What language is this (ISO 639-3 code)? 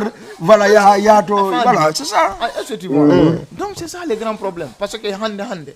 ful